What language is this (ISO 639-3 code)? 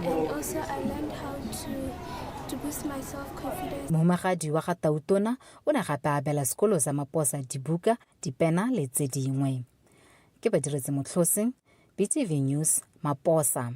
tsn